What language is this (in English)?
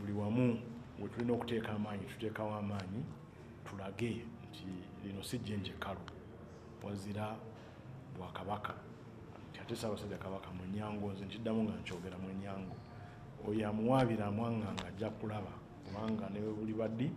Ganda